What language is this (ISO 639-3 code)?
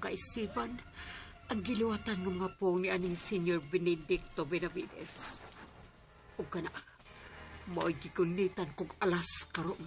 ceb